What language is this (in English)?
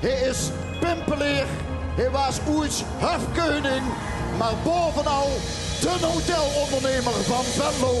Limburgish